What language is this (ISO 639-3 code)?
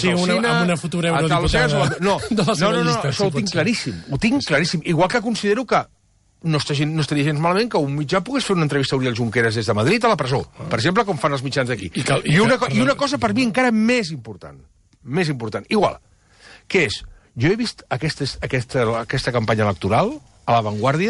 cat